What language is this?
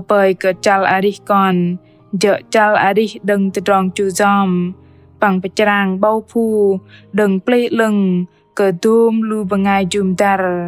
Bahnar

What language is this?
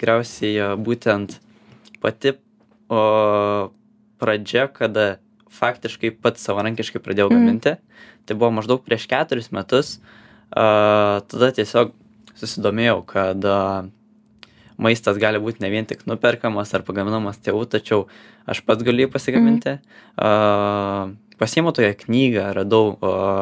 Lithuanian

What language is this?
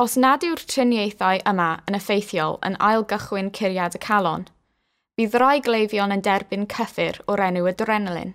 Welsh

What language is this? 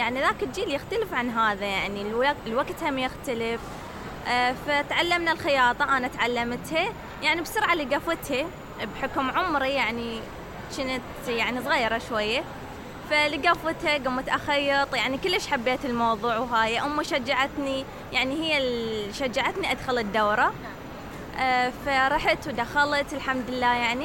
Mesopotamian Arabic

